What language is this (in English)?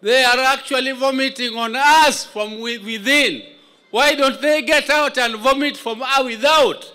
Kikuyu